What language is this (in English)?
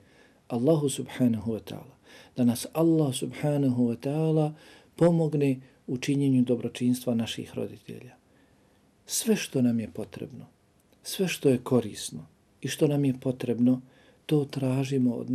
Bosnian